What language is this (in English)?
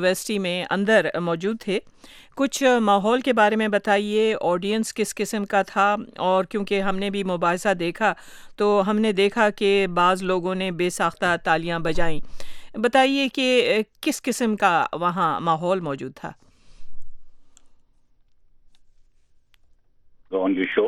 Urdu